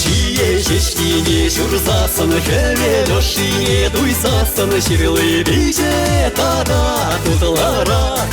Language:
Chuvash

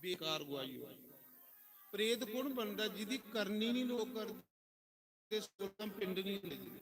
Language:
Dogri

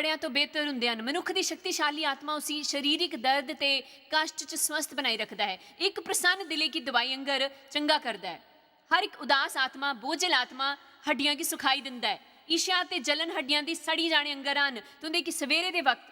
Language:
Dogri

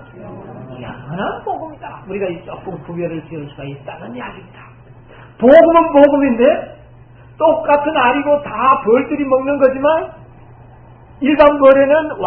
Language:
Korean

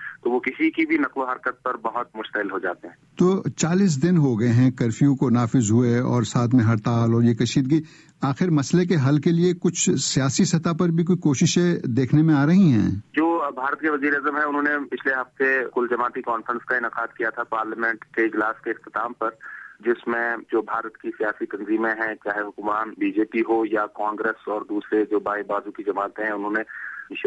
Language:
Urdu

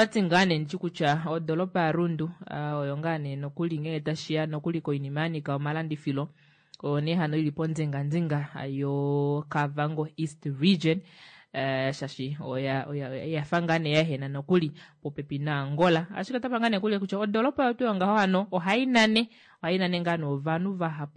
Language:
Kuanyama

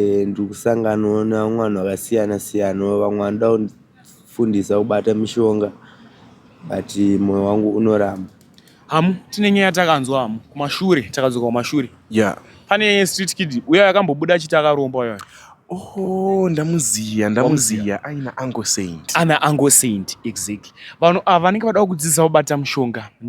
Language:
Shona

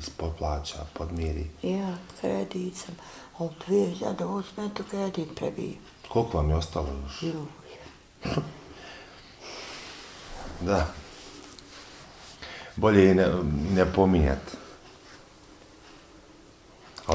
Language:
Bosnian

